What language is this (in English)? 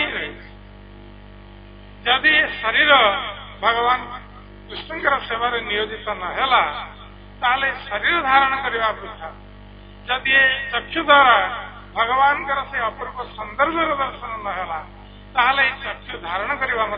Odia